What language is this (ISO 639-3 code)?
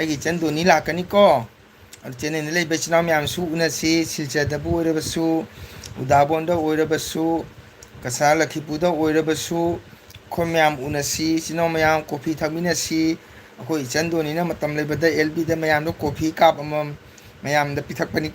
mni